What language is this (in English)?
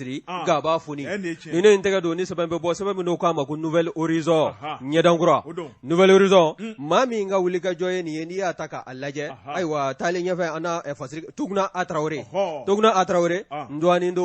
Bambara